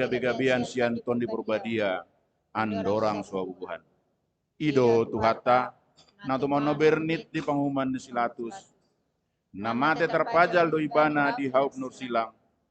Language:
Batak Toba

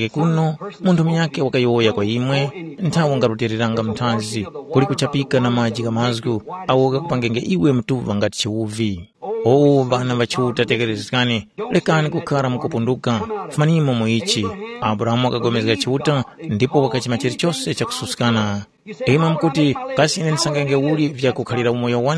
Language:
Tumbuka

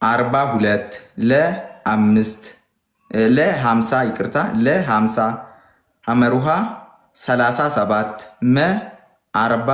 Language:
Amharic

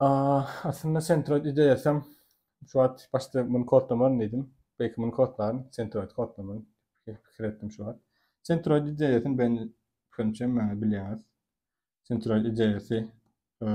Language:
Turkmen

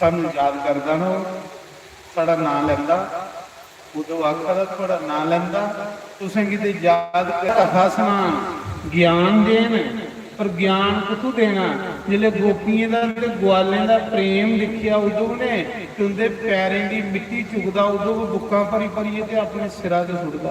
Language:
Dogri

